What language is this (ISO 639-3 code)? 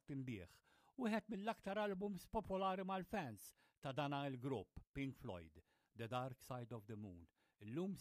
mlt